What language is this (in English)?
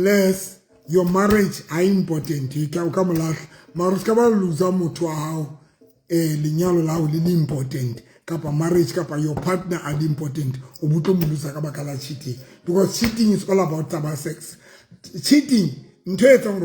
Southern Sotho